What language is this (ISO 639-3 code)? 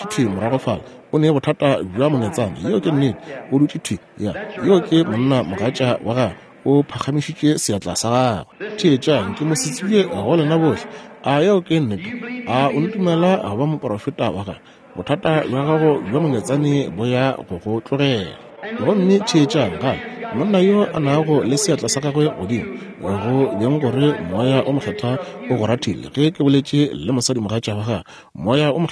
nso